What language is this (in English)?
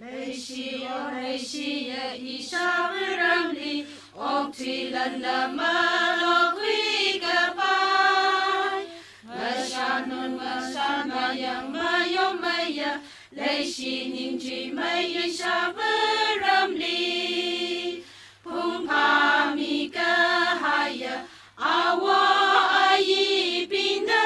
Tangkhul Naga (India)